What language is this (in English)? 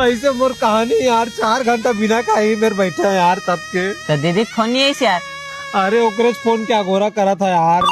Chhattisgarhi